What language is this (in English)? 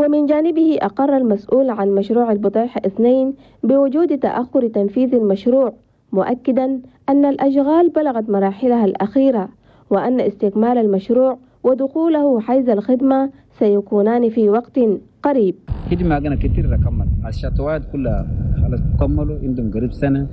Chadian Arabic